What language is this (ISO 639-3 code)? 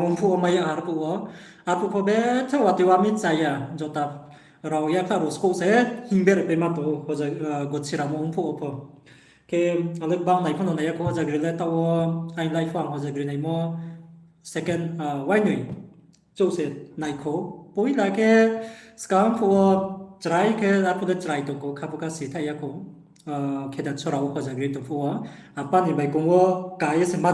ria